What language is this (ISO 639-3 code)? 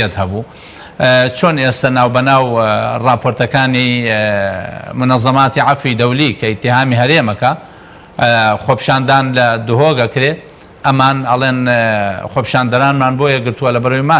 ckb